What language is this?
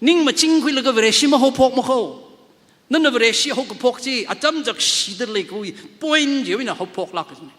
Tangkhul Naga (India)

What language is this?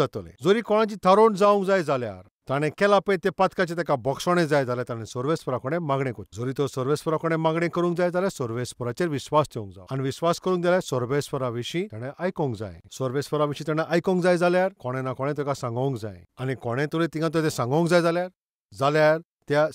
Konkani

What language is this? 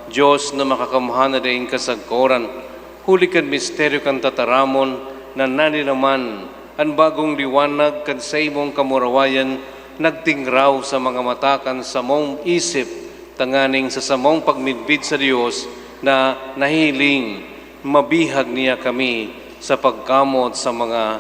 Bikol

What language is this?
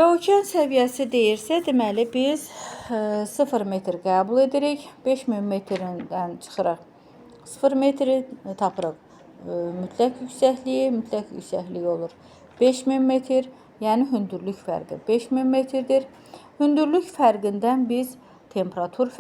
Azerbaijani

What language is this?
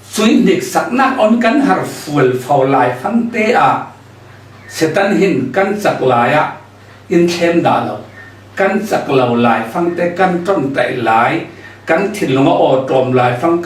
Falam Chin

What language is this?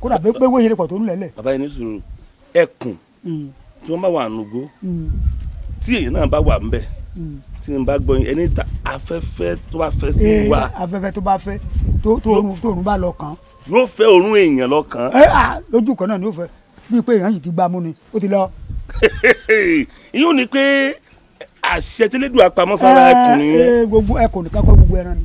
Yoruba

